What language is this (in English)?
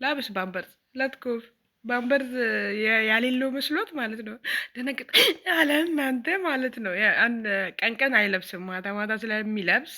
Amharic